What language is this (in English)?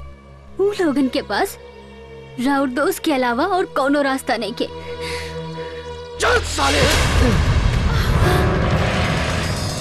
Bhojpuri